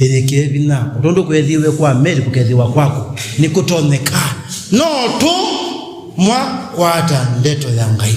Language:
Kamba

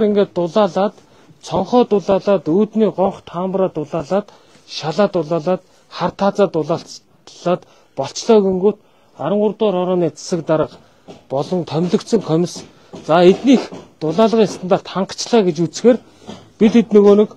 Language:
Mongolian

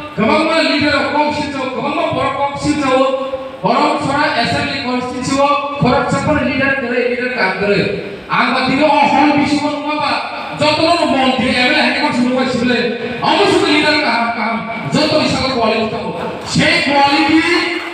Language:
Kok Borok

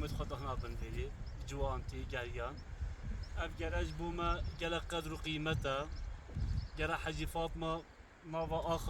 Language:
Kurdish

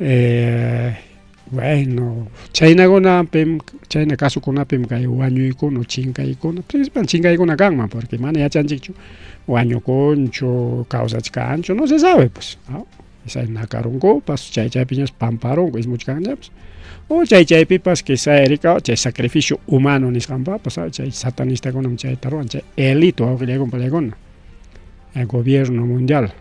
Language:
Ayacucho Quechua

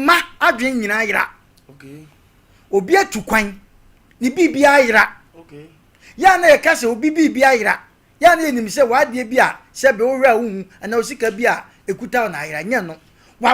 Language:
Akan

